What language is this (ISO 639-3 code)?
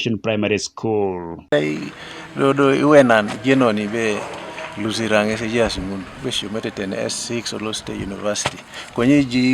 teo